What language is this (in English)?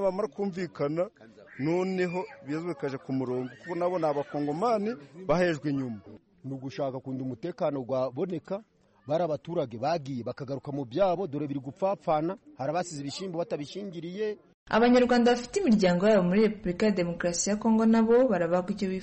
Kinyarwanda